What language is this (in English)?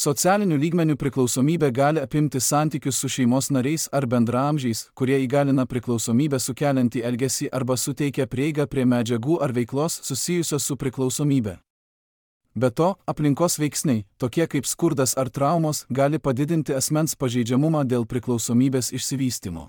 Lithuanian